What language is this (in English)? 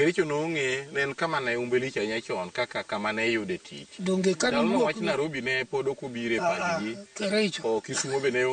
Luo (Kenya and Tanzania)